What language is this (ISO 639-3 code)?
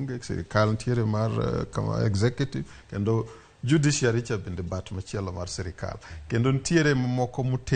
luo